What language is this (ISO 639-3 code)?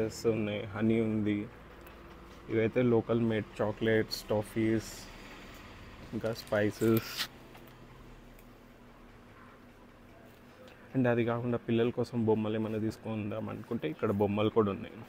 tel